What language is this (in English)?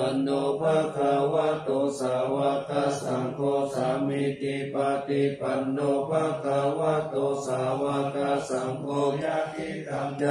Pali